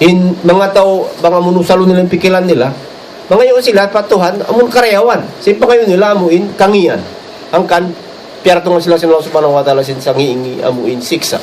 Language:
Tausug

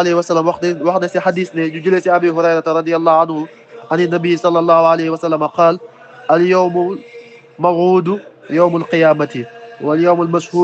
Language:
Wolof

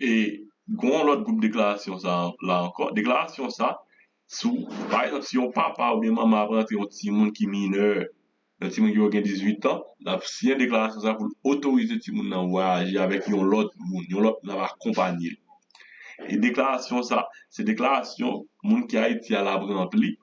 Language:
Haitian Creole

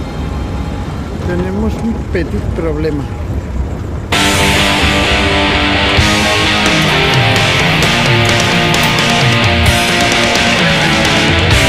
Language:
Spanish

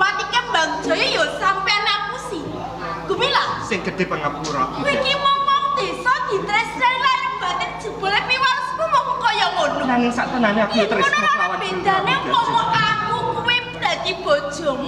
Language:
Javanese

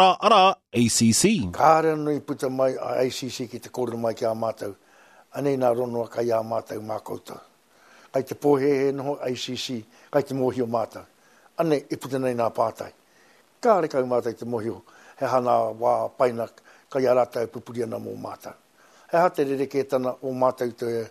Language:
Māori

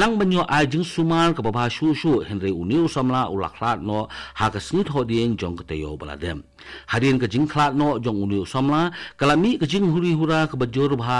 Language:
Khasi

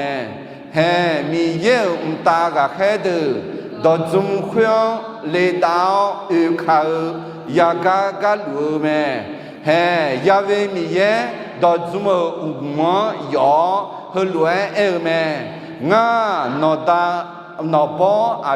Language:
Akha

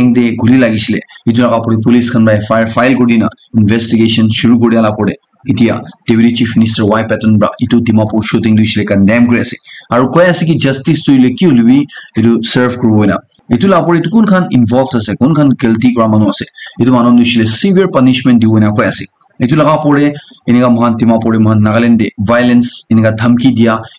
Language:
Naga Pidgin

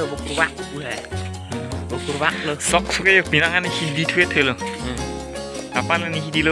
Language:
Karbi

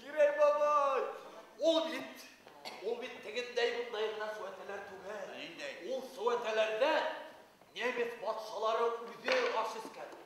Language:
Bashkir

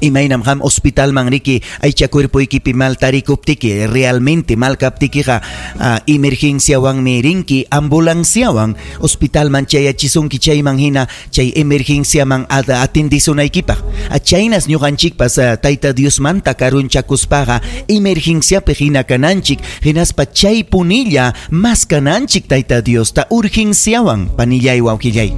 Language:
Ayacucho Quechua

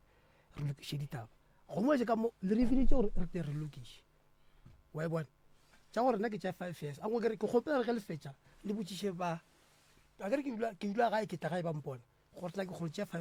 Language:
Northern Sotho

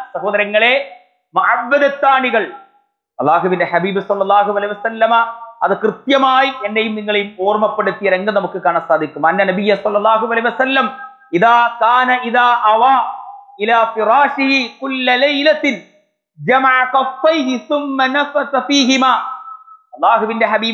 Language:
Malayalam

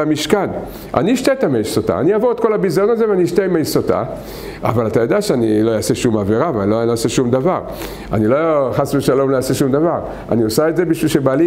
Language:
Hebrew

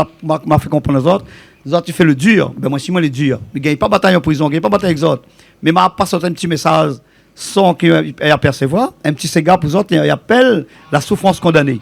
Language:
Réunion Creole French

